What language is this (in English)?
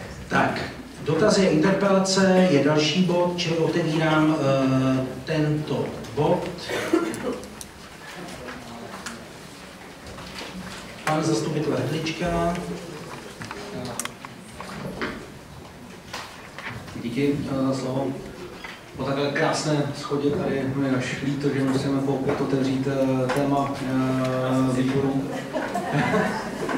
Czech